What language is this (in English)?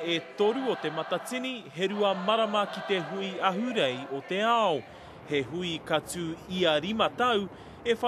Māori